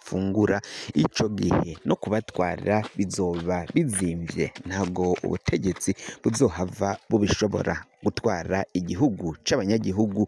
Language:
Rundi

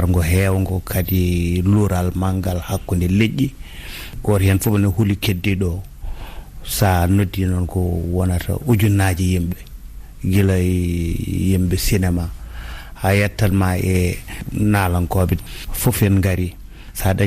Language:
Fula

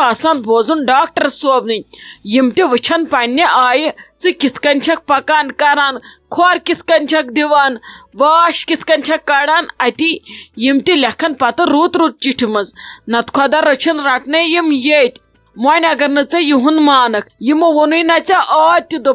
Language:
Kashmiri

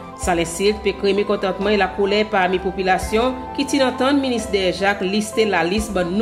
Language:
Seselwa Creole French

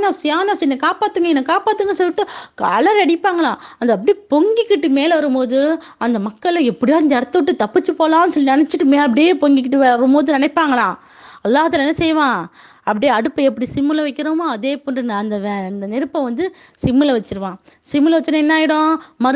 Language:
Tamil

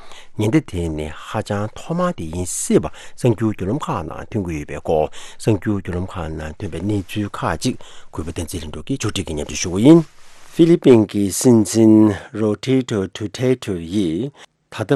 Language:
Tibetan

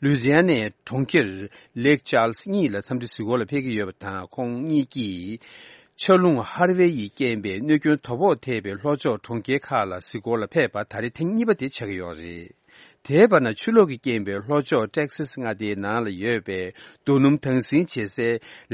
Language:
Tibetan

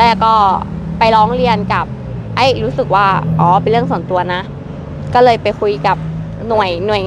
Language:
Thai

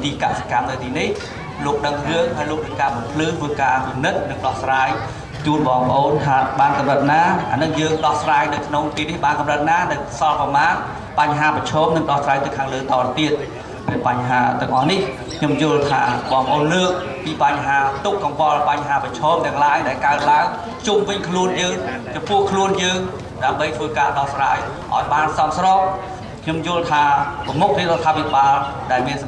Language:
Khmer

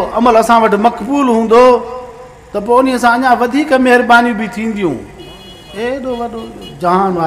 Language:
Sindhi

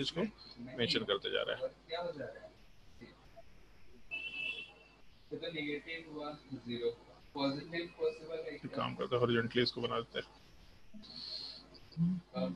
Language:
Hindi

